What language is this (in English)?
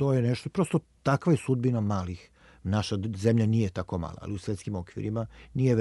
Serbian